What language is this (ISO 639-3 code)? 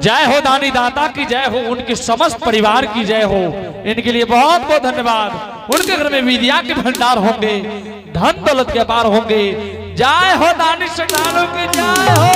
anp